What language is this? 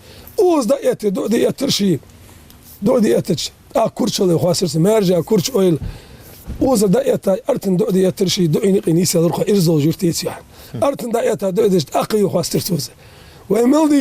Ingush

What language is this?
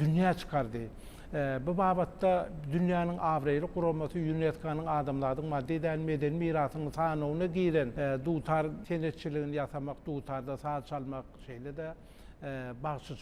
Turkmen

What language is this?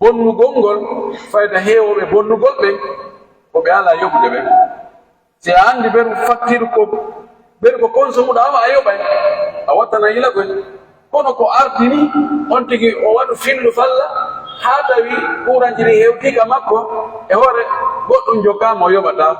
Pular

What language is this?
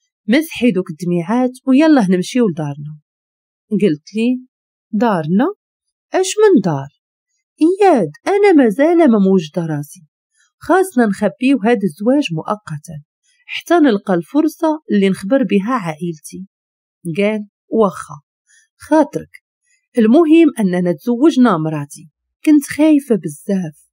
Moroccan Arabic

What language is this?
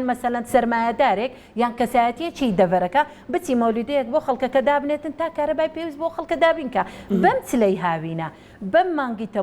Central Kurdish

